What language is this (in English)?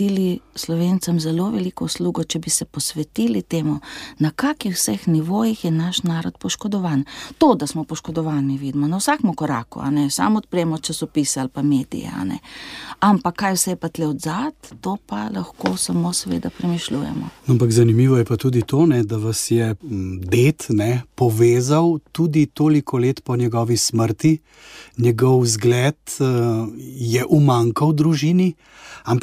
Slovenian